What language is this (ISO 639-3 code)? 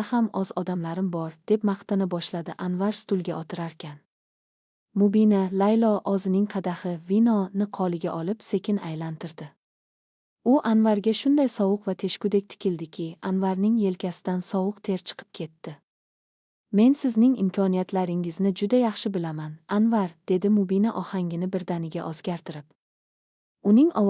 uzb